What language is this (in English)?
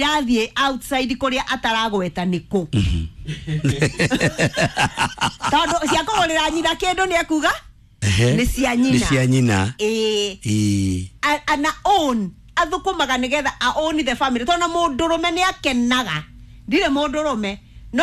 Kikuyu